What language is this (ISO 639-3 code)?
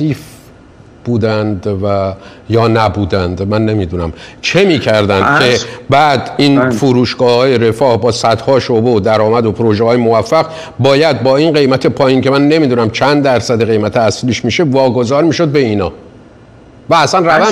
fas